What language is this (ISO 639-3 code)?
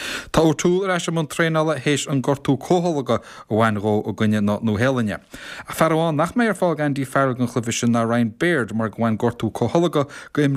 gle